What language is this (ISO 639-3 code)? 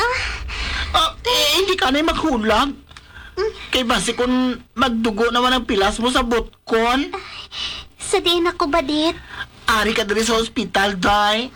hil